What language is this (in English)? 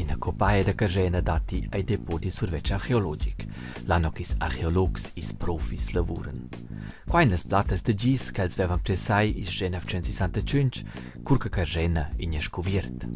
Romansh